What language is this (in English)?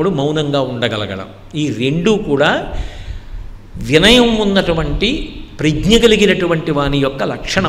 Telugu